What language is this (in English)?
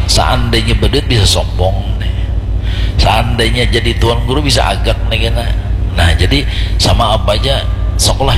Banjar